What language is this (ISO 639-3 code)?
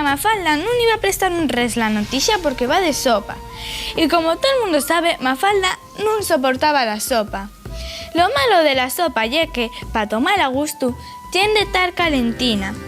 ast